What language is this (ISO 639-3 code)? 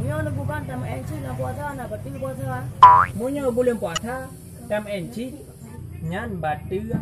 ace